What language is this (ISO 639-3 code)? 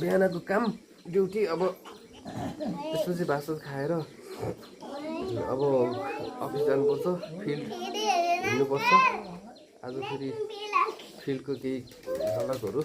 nep